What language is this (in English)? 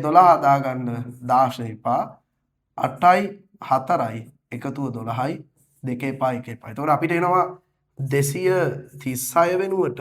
Sinhala